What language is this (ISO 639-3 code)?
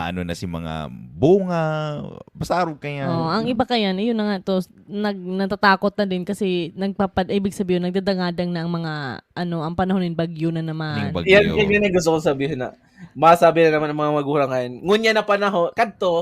bik